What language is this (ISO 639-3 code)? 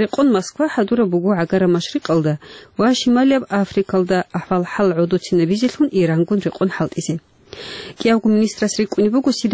ava